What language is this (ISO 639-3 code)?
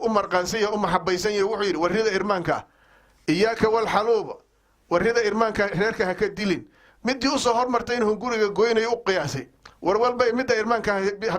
som